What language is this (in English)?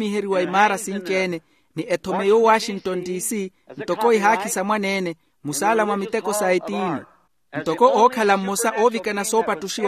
Makhuwa